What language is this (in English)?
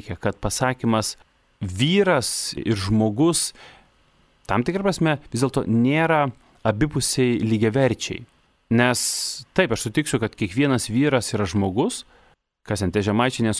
Lithuanian